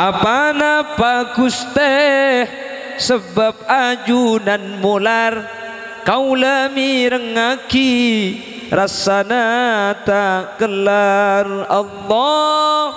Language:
Madurese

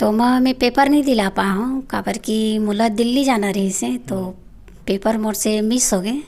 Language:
Chhattisgarhi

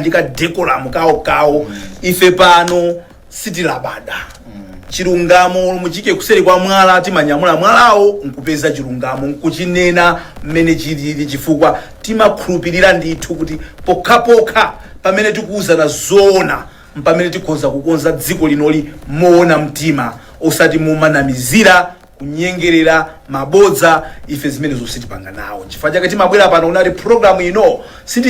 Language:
Nyanja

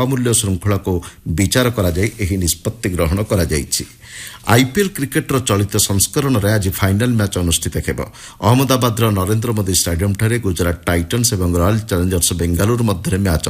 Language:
Odia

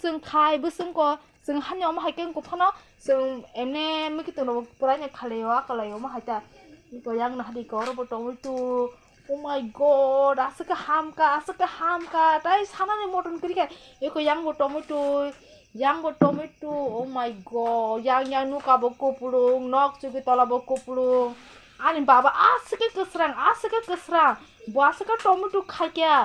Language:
Kok Borok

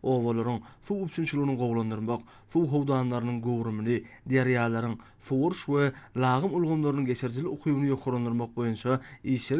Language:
Turkmen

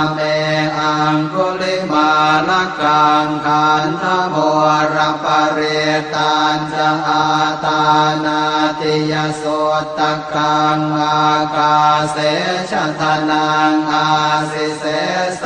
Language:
Pali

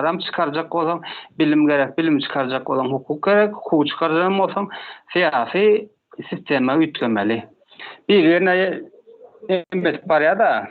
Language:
Turkmen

